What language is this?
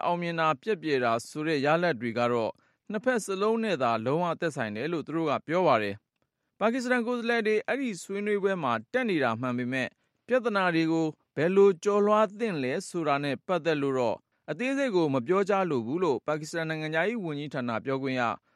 Burmese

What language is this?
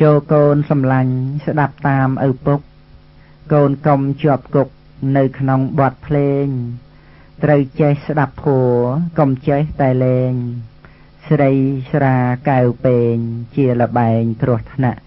Khmer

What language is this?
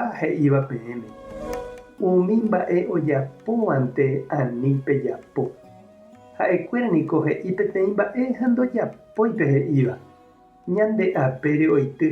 Guarani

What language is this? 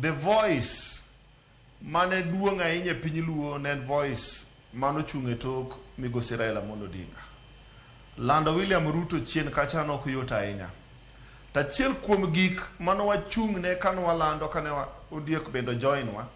Luo (Kenya and Tanzania)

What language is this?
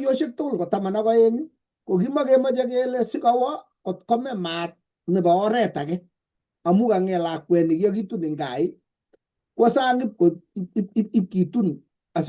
Kalenjin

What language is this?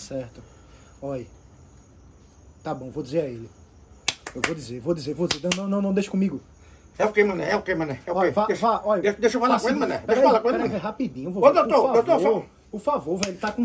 Portuguese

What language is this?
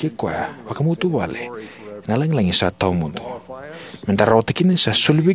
Fijian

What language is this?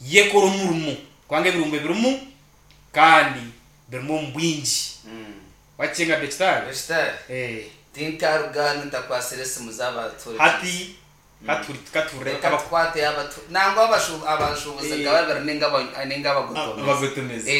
Nyankole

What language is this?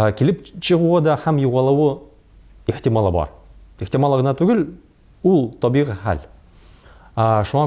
Tatar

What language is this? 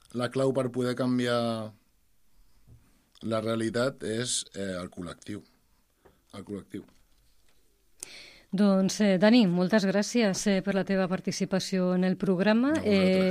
Catalan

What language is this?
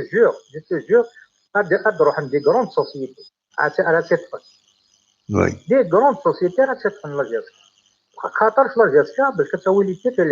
Kabyle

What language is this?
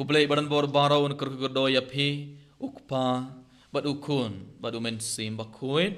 Khasi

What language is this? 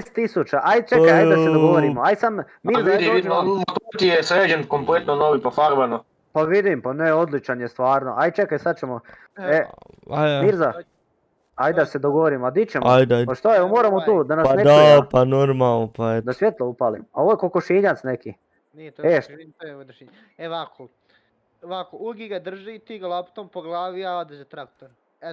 Croatian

